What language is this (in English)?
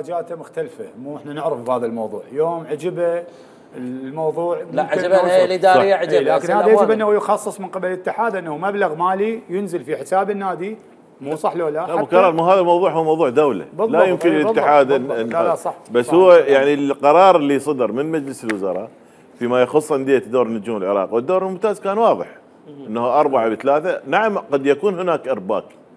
Mesopotamian Arabic